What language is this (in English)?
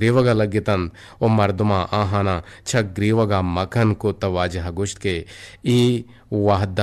Eastern Balochi